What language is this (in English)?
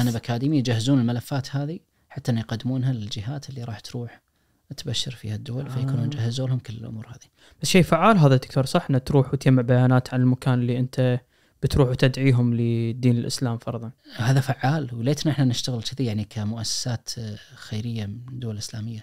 Najdi Arabic